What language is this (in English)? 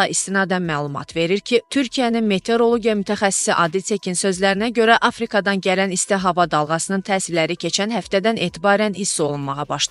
Azerbaijani